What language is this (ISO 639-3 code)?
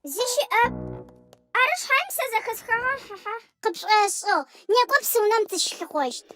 ady